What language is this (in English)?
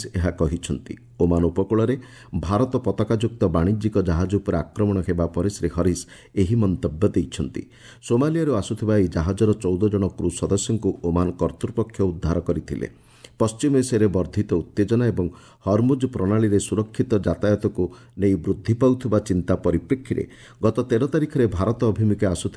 Odia